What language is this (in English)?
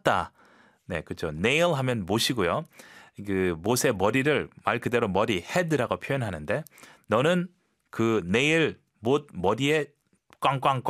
Korean